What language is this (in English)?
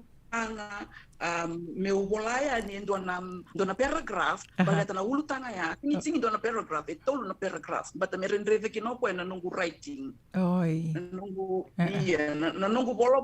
Fijian